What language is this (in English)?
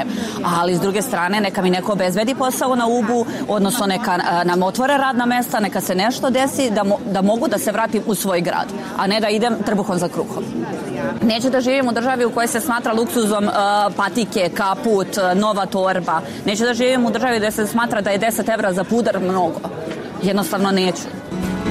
Serbian